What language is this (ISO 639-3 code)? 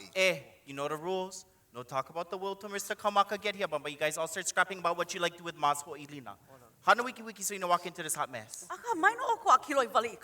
haw